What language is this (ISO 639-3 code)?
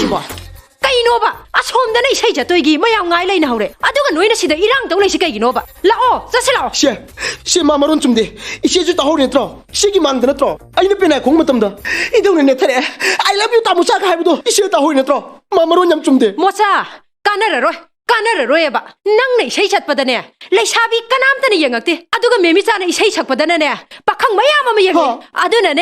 mni